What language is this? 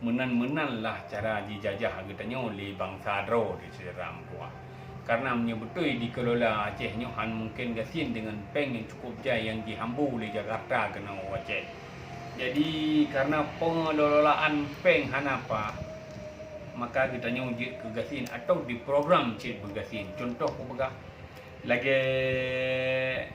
Achinese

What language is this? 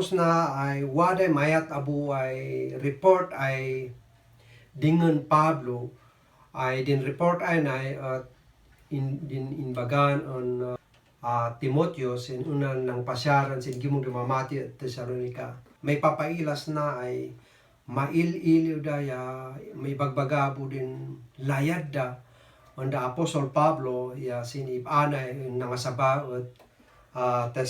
Kankanaey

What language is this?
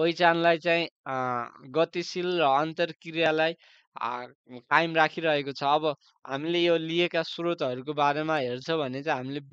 Nepali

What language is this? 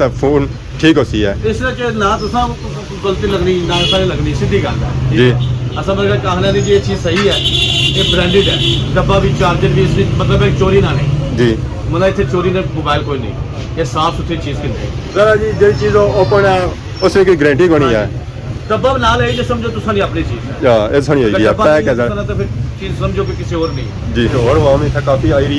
Pahari-Potwari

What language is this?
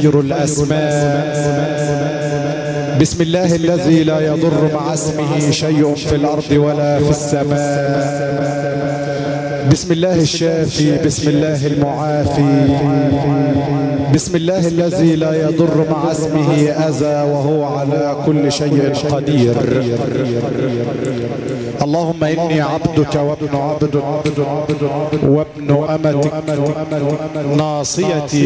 Arabic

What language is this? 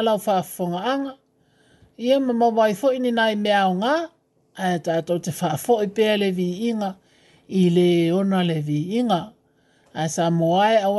Samoan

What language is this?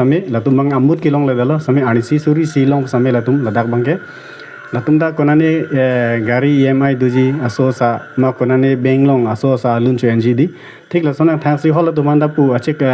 Karbi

